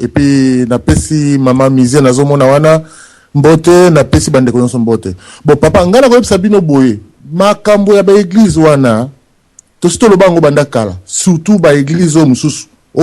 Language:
Lingala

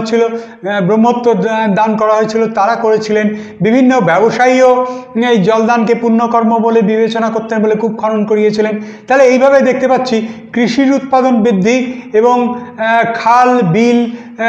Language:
Bangla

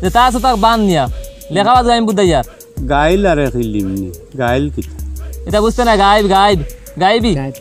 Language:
Sylheti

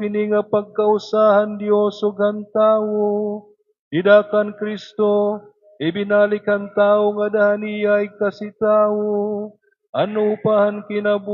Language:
Waray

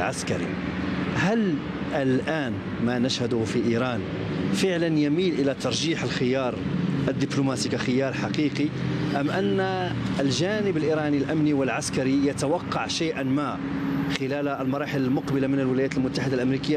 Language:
Arabic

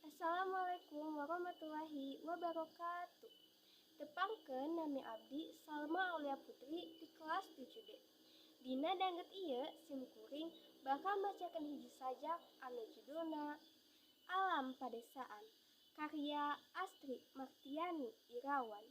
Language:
Sundanese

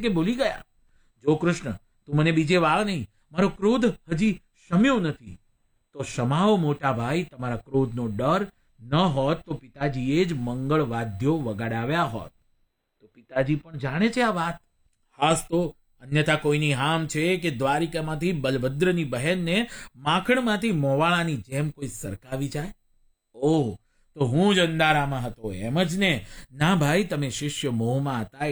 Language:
Gujarati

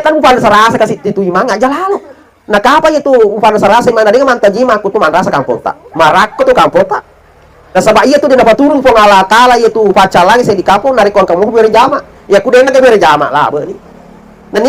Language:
Buginese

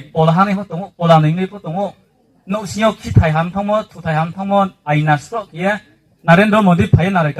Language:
Riang (India)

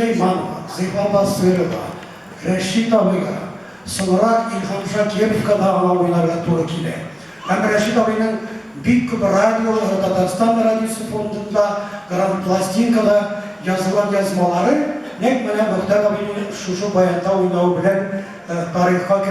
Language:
Tatar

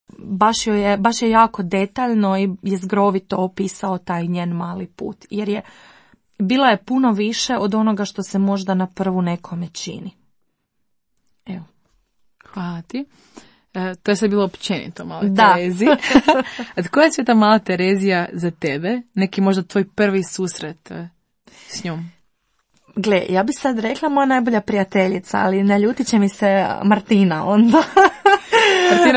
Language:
Croatian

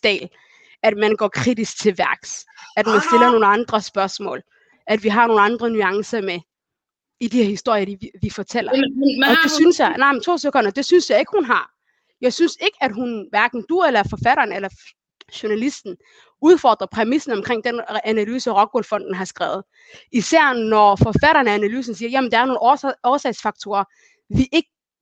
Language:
Danish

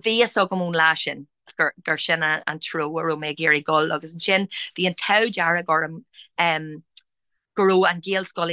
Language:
Irish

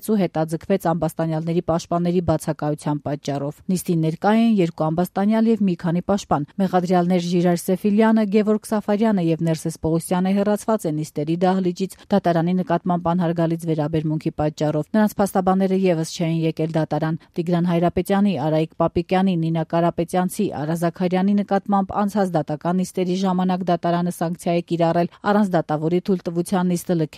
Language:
Armenian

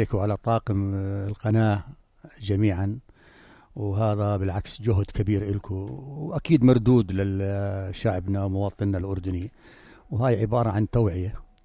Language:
North Levantine Arabic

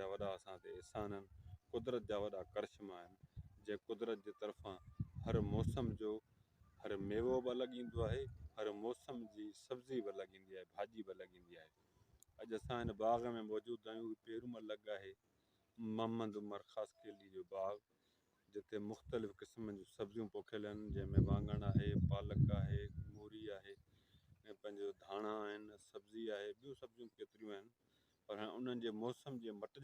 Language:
Sindhi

